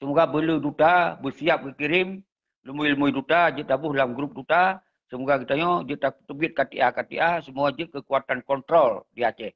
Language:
Achinese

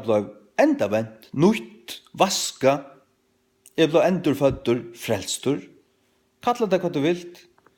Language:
Faroese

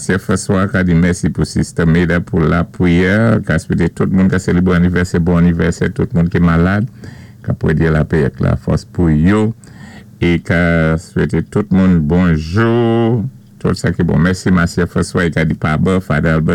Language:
Saint Lucian Creole French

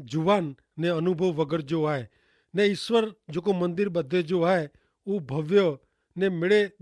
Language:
Kachhi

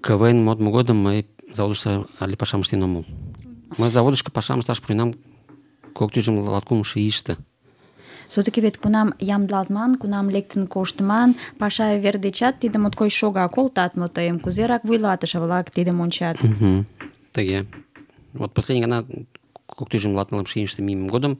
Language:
Mari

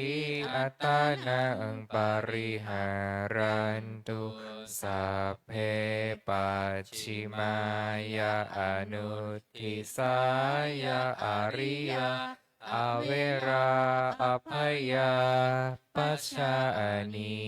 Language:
Pali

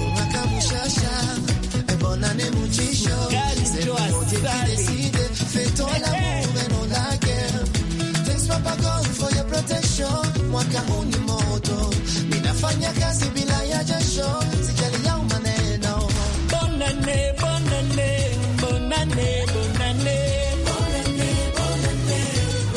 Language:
Kinyarwanda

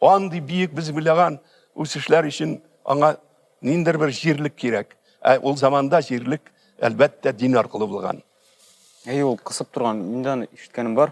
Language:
Tatar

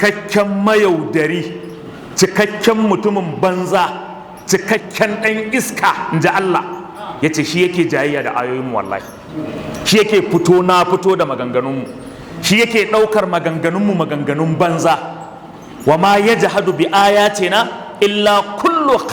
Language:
Hausa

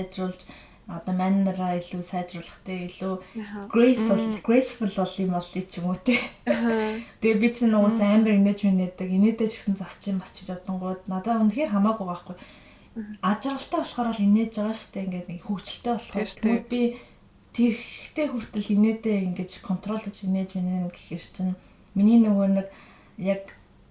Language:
Mongolian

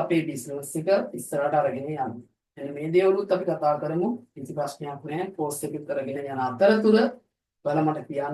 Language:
Sinhala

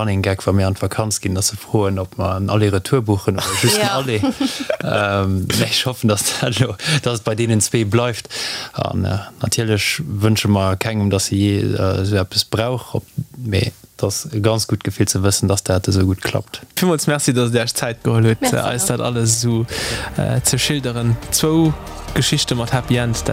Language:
Luxembourgish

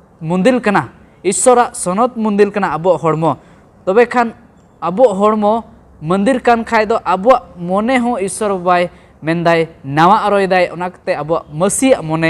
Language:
Santali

